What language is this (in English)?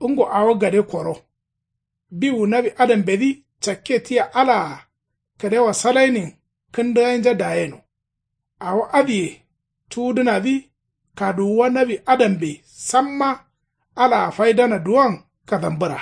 Kanuri